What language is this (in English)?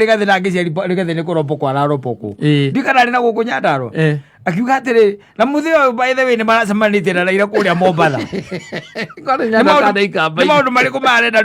Kikuyu